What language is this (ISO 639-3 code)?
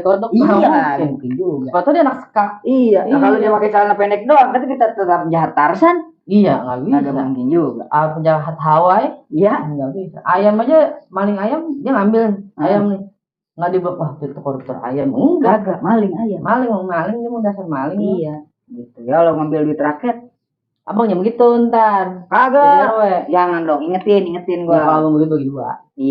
bew